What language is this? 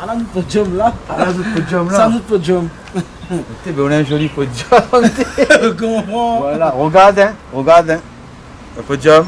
Réunion Creole French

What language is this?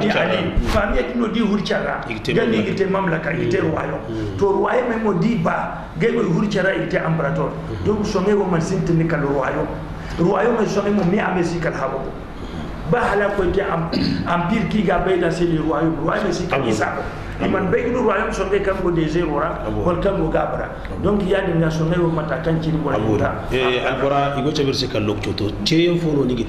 Zarma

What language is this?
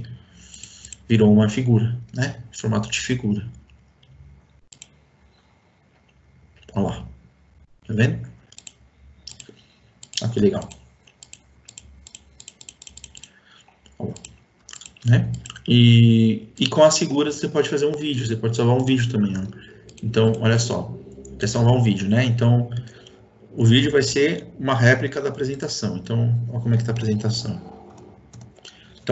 Portuguese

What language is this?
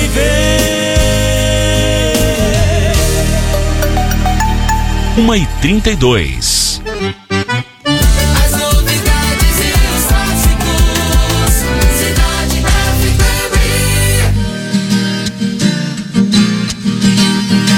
Portuguese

